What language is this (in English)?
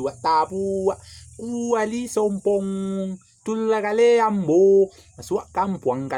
Minangkabau